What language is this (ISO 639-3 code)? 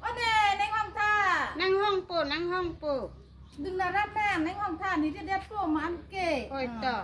mjw